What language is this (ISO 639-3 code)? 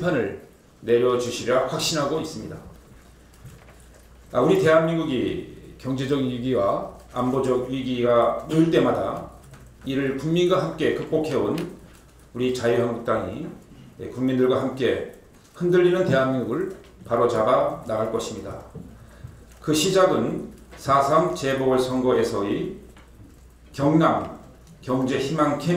kor